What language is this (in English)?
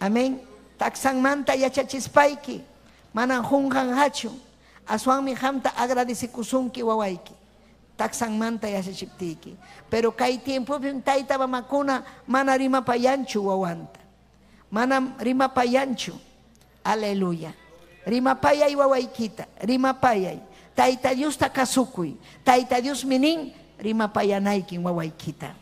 Ayacucho Quechua